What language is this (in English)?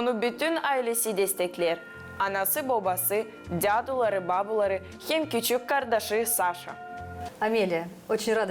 Gagauz